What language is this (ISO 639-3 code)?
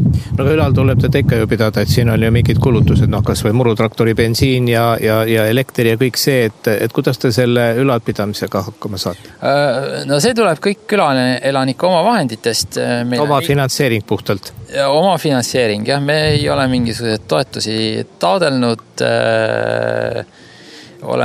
est